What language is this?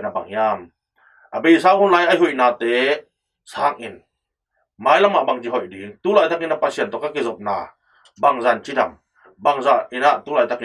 Tedim Chin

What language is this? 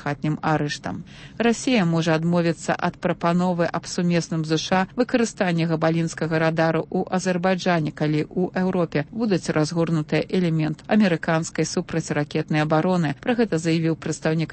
Belarusian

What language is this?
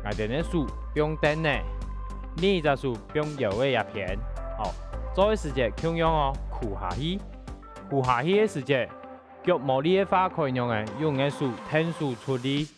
Hakka Chinese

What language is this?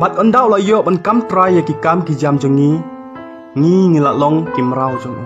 Khasi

